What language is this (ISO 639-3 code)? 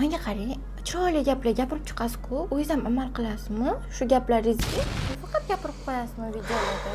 uzb